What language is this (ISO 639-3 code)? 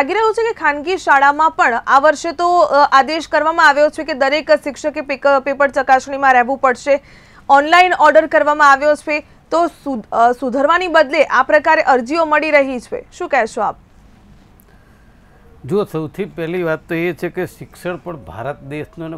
guj